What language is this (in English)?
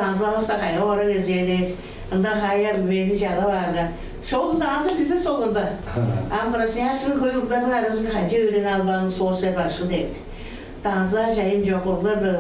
Tuvinian